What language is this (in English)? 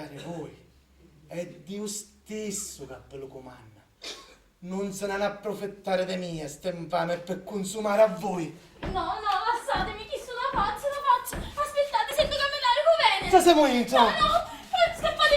Sicilian